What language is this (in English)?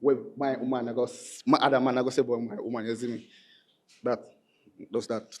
Jamaican Creole English